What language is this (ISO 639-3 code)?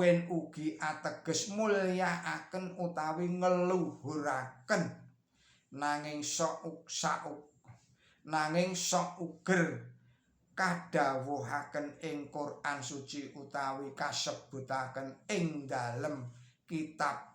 jav